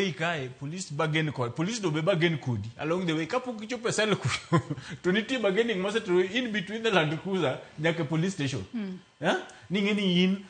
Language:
Luo (Kenya and Tanzania)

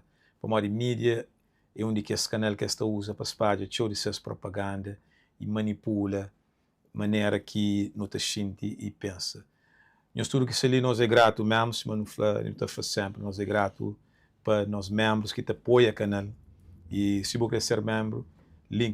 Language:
Kabuverdianu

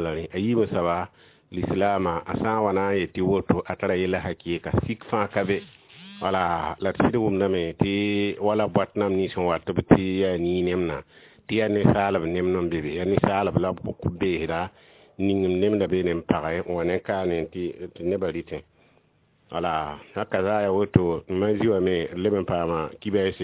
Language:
Mossi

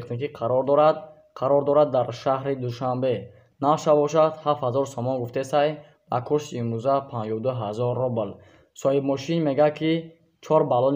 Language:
Tajik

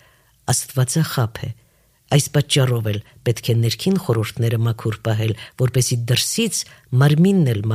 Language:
Armenian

